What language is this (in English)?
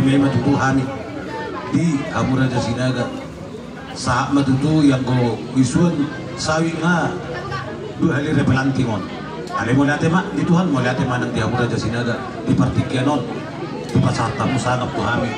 Batak Toba